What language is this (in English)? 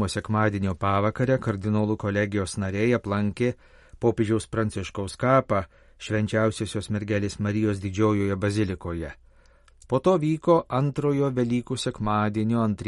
Lithuanian